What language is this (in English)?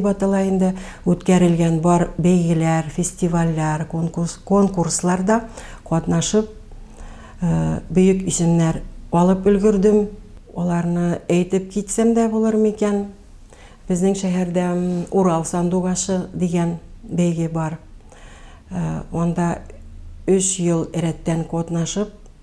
Tatar